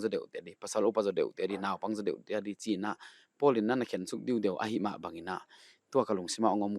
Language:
Paite Chin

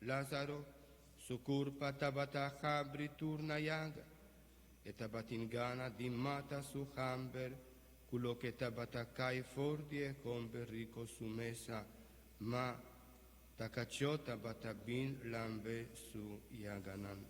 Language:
Papiamento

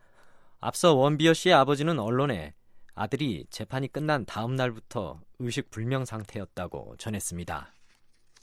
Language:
Korean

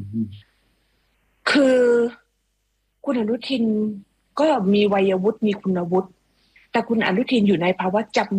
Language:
Thai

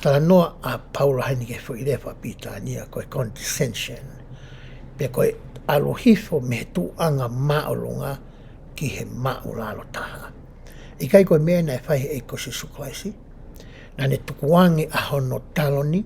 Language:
Tongan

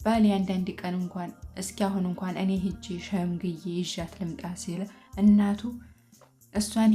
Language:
Amharic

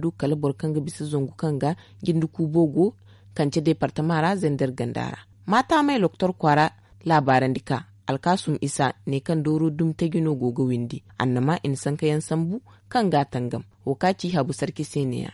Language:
Zarma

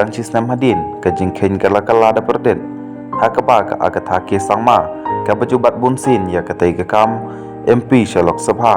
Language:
Khasi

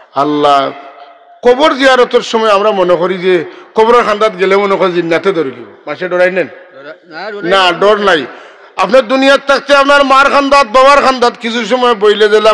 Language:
Sylheti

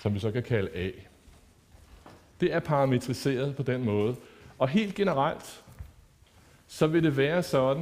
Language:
Danish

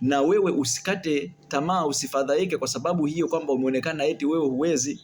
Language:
Swahili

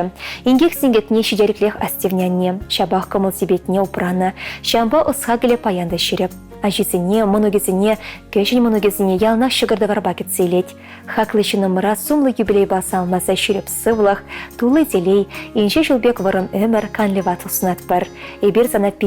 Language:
Chuvash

